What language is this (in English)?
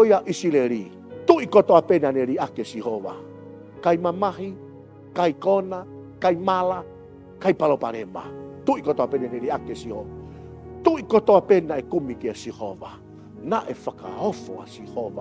Tongan